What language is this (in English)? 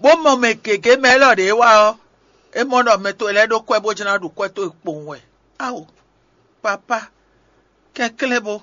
Fon